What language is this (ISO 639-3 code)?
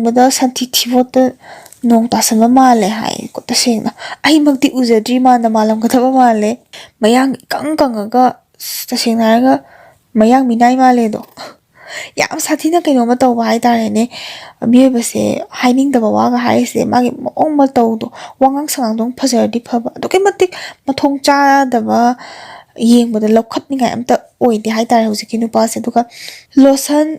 mni